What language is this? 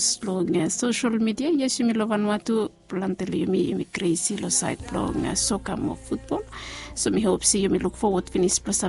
Bislama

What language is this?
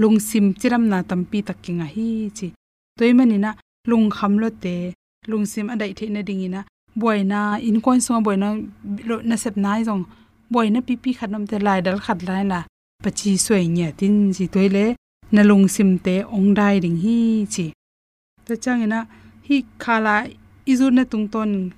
Tedim Chin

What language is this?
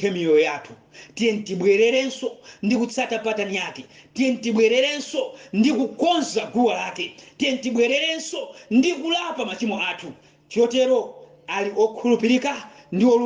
Nyanja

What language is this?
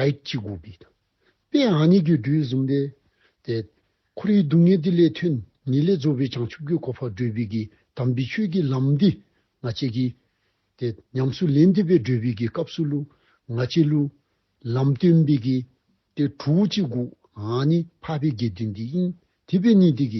Dzongkha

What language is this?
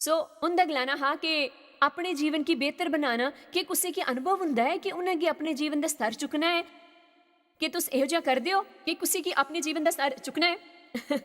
Dogri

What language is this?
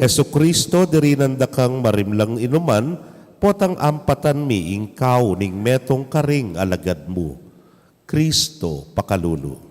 Pampanga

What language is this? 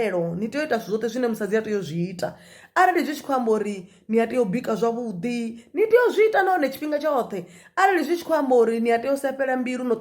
Venda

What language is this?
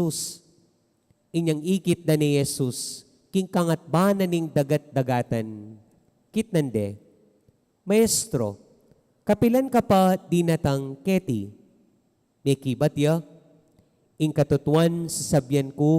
Pampanga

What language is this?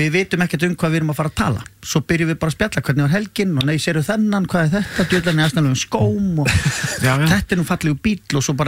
Icelandic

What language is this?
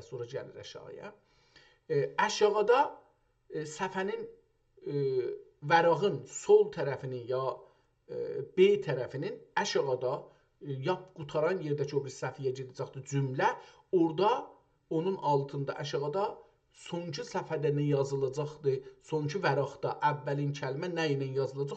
South Azerbaijani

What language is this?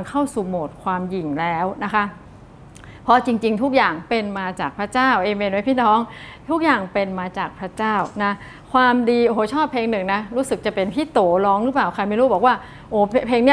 Thai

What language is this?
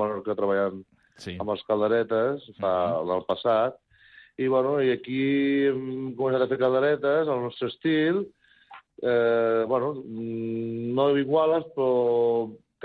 Catalan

